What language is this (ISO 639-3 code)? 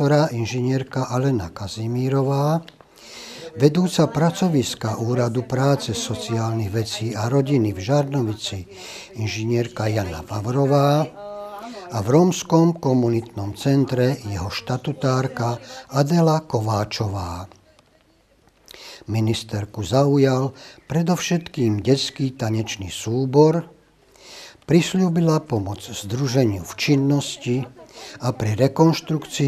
slk